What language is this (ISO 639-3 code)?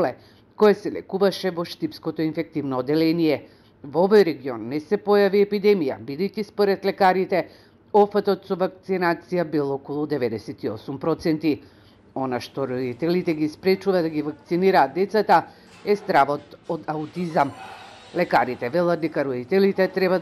mkd